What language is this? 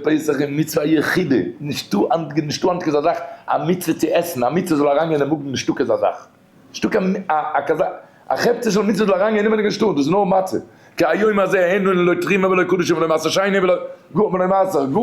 Yiddish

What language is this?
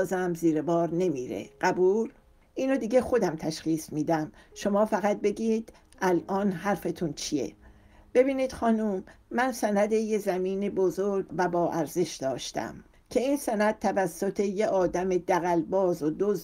Persian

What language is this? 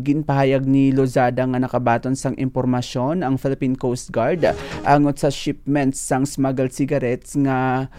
Hiligaynon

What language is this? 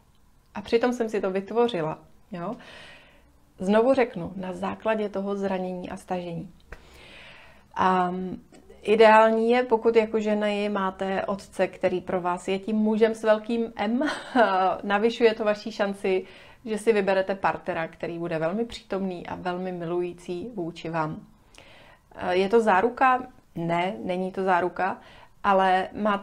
Czech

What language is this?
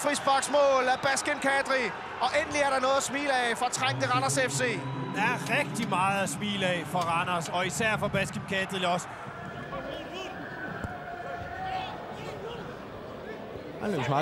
Danish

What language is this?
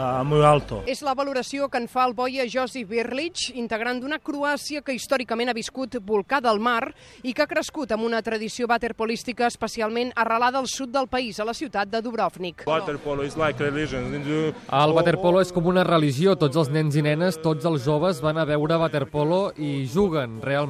Catalan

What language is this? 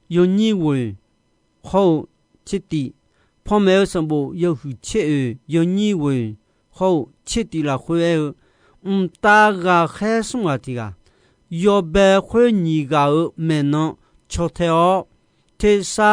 Akha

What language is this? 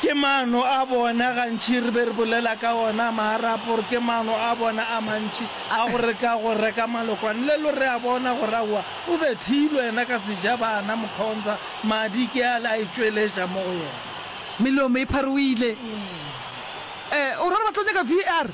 Northern Sotho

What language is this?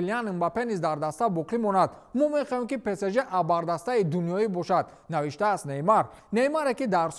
Tajik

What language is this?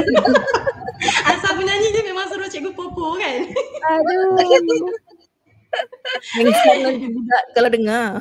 Malay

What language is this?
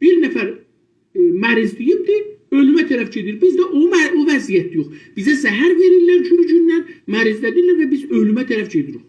South Azerbaijani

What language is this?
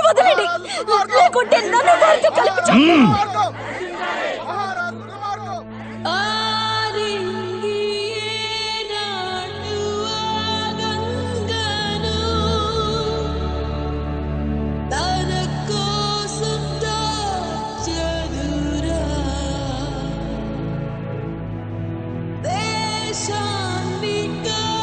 Telugu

